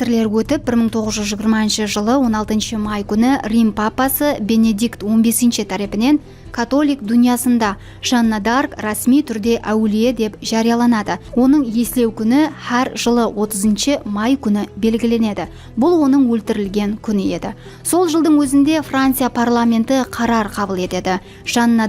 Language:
Kara-Kalpak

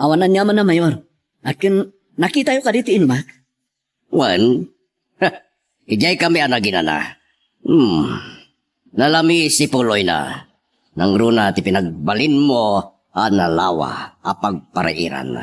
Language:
Iloko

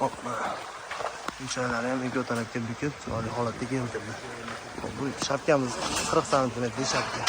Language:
Uzbek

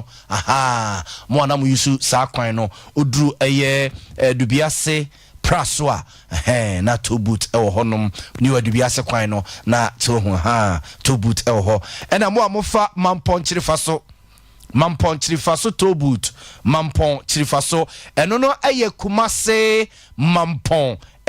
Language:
Akan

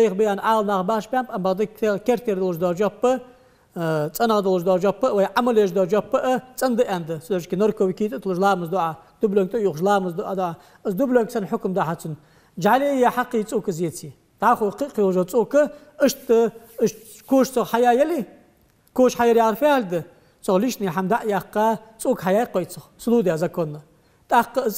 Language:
Ingush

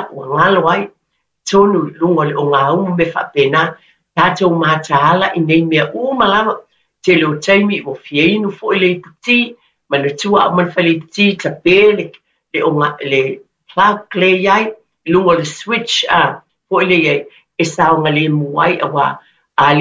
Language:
Samoan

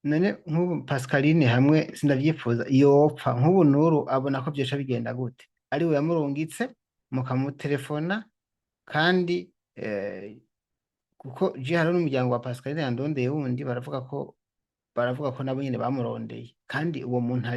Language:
Rundi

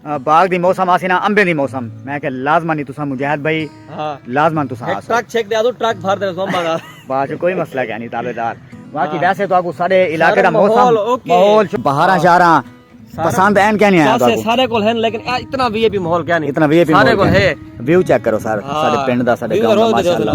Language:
Saraiki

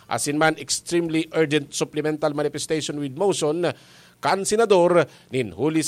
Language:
Bikol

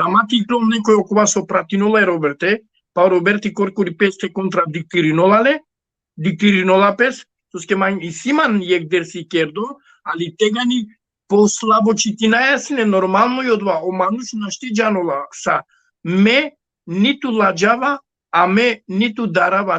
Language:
Balkan Romani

